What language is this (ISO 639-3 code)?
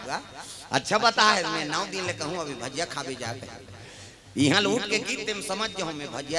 hne